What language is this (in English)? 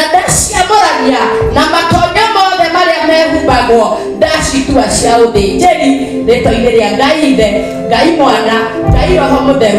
Kikuyu